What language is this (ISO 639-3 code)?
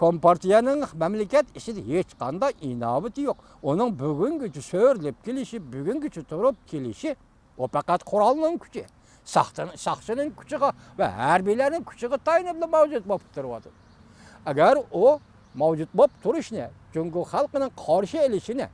uig